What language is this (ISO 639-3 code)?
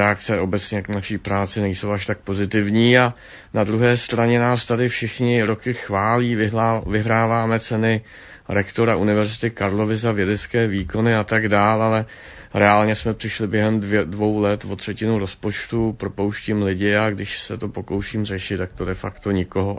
ces